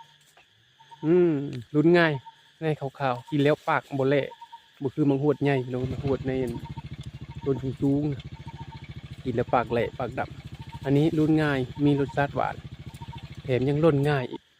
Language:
Lao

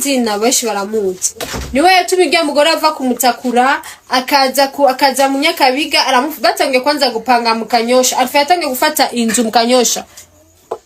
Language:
Rundi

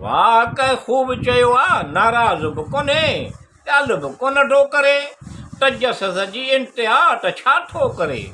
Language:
Sindhi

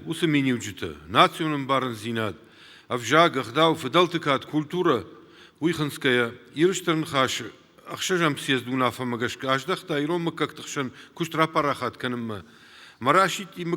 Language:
Ossetic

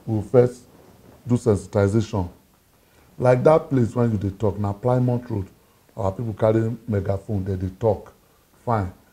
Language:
Nigerian Pidgin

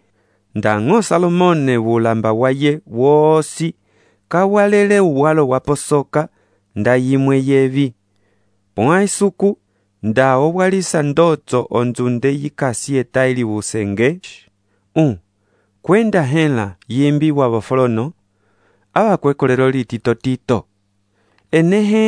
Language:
Umbundu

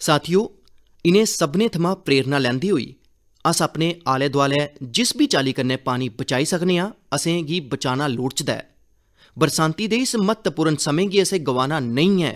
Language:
Dogri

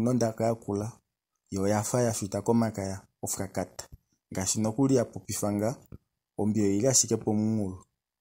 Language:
Kuanyama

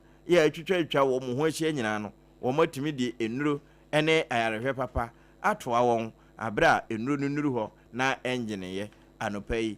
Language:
Akan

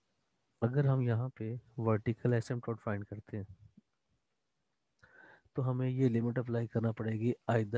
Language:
Hindi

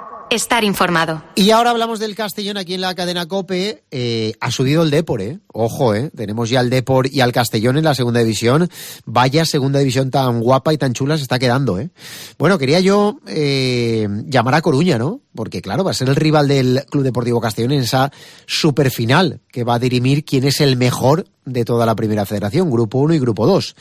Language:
Spanish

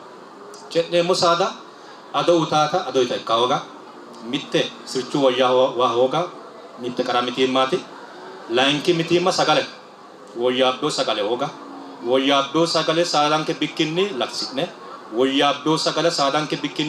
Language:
Sidamo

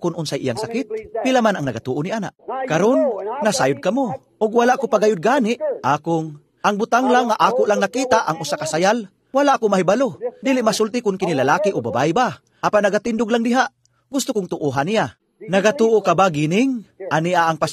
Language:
Cebuano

